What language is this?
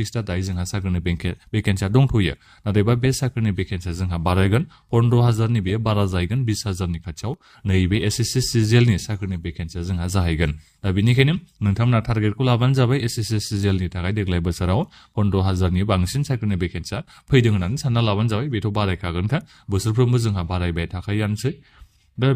Bodo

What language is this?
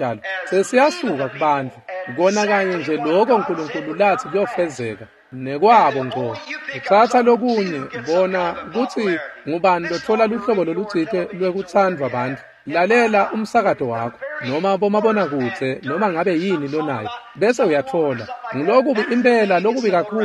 Swati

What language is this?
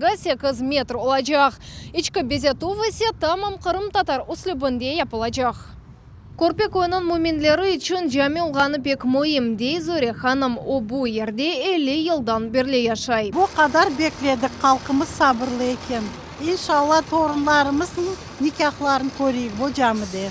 Crimean Tatar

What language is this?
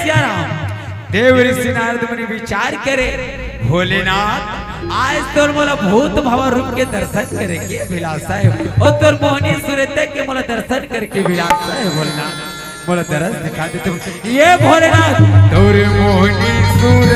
Chhattisgarhi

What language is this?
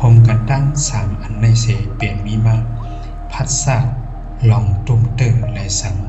Shan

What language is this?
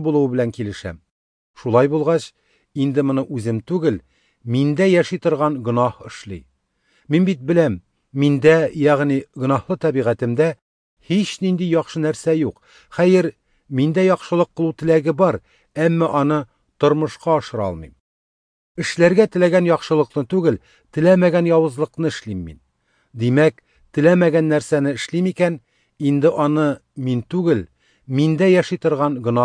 Tatar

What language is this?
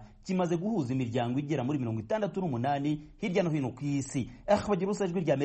Kinyarwanda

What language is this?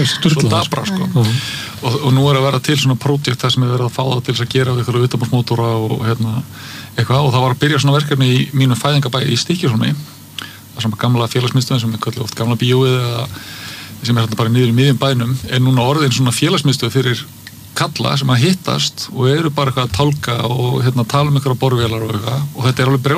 Icelandic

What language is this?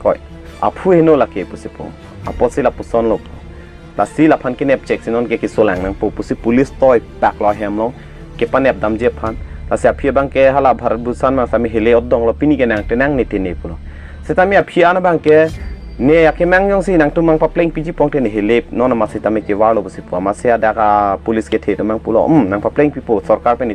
Karbi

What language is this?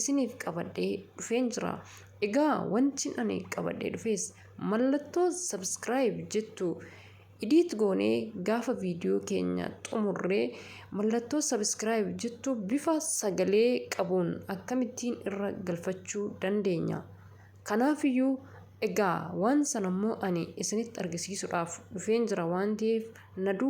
Oromo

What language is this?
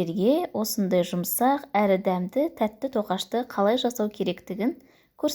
Kazakh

